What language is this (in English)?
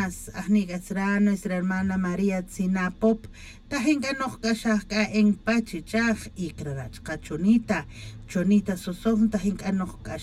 Tz'utujil